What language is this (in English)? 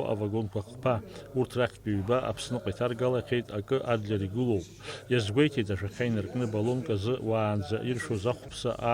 Abkhazian